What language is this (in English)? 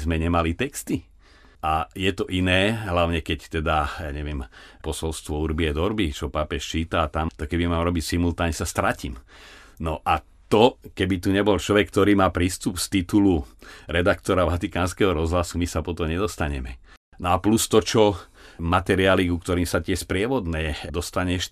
Slovak